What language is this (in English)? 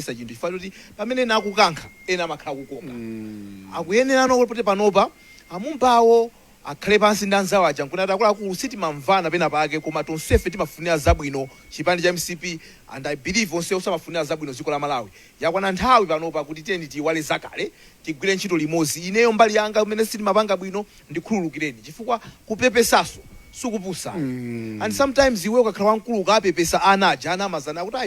Nyanja